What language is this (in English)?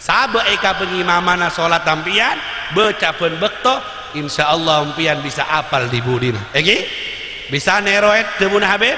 Madurese